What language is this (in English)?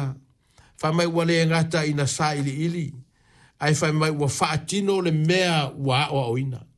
Samoan